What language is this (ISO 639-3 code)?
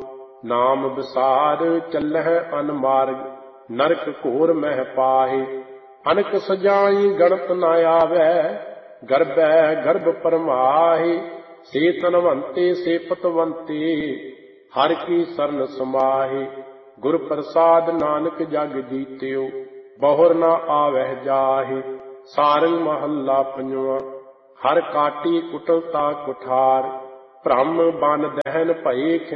pan